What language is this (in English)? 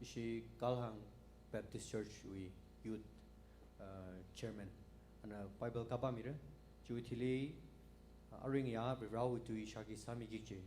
Tangkhul Naga (India)